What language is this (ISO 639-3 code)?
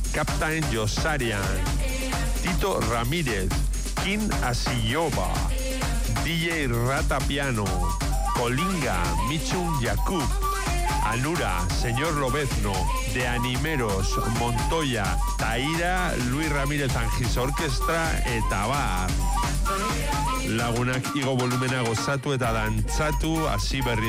eus